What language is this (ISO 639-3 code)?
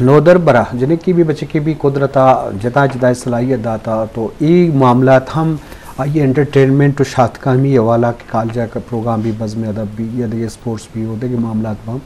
bgp